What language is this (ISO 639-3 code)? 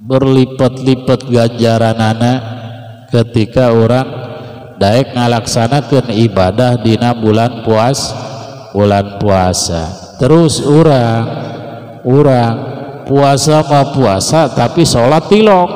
sun